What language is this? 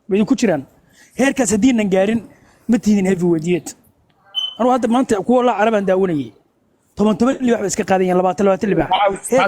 Somali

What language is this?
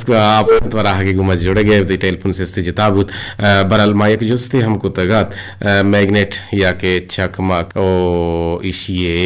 Eastern Balochi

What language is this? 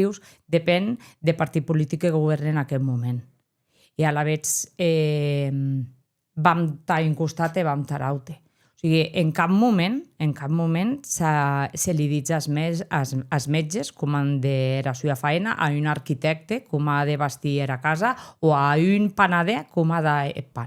Occitan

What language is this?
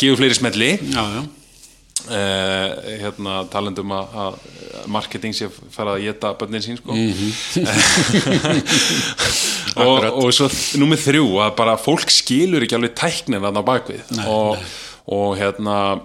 Icelandic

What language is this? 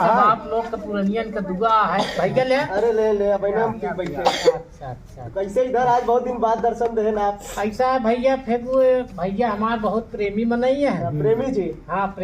Awadhi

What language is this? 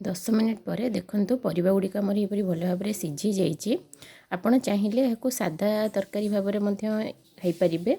Odia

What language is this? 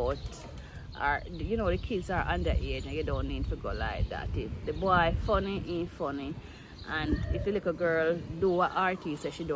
Jamaican Creole English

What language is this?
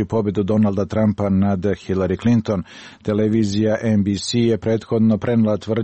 Serbian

